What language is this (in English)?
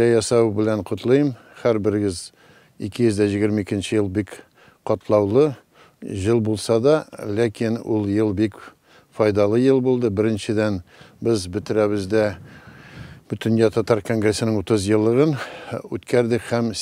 Tatar